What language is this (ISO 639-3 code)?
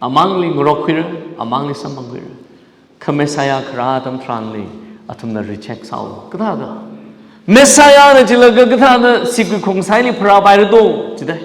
nmf